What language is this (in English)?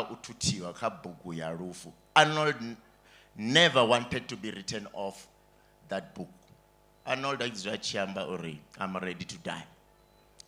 Venda